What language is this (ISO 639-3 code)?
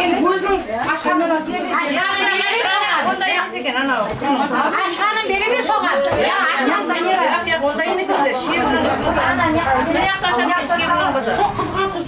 kaa